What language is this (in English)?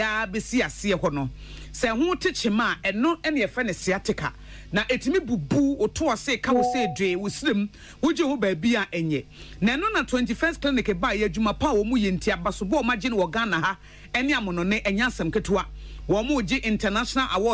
Akan